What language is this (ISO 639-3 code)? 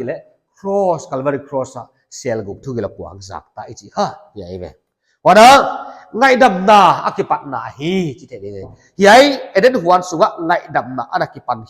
pck